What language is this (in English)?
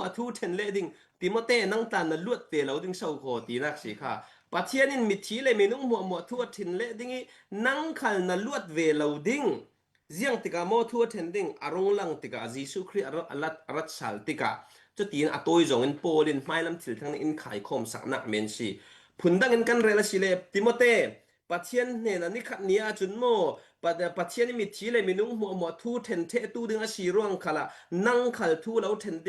Falam Chin